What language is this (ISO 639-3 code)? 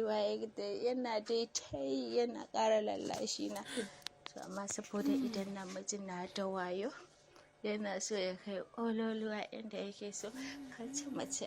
hau